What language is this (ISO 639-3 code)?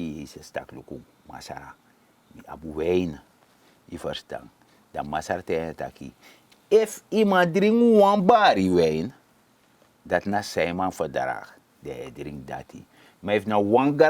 srn